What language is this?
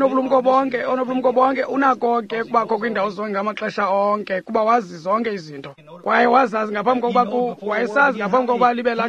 Xhosa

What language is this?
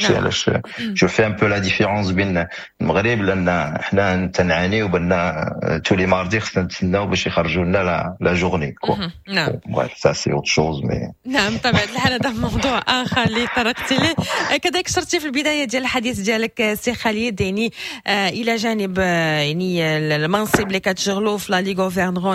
Moroccan Arabic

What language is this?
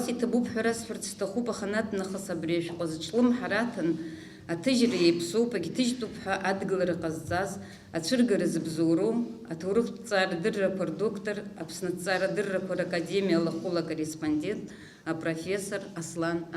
Abkhazian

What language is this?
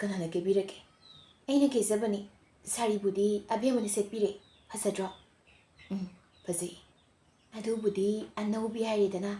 Manipuri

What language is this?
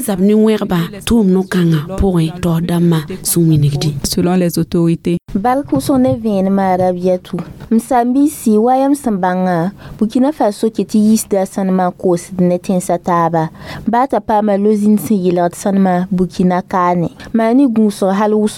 Mossi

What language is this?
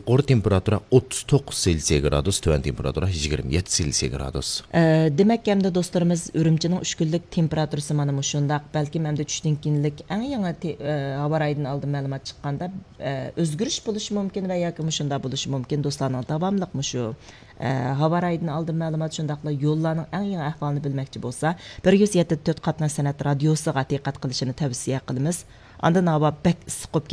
Uyghur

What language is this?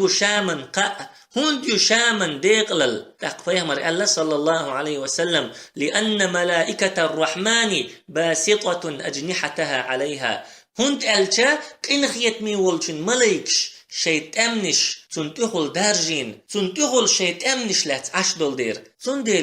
Chechen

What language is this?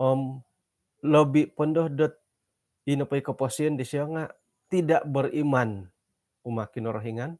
Central Dusun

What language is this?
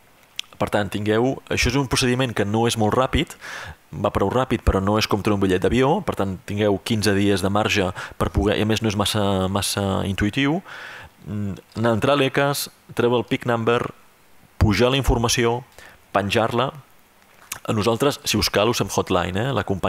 Catalan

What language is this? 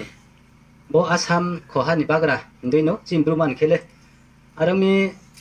Riang (India)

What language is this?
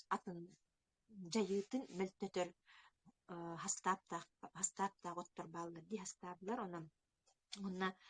Yakut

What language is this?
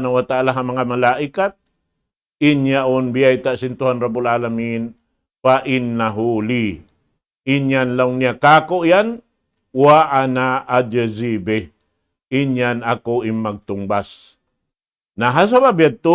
Tausug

